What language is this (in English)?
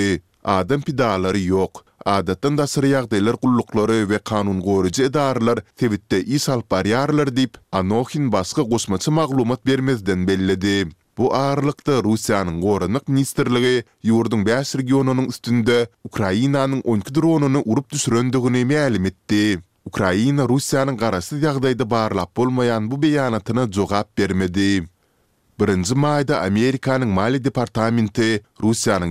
Turkmen